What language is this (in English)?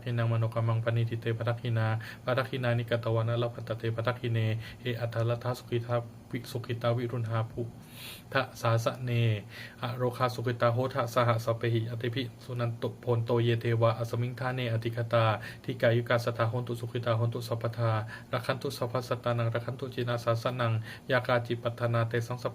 Pali